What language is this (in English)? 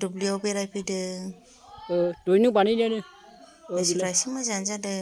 Bodo